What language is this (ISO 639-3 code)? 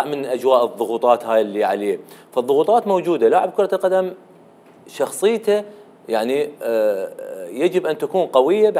acm